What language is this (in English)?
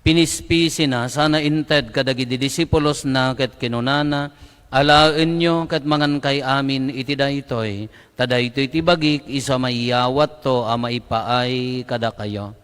Iloko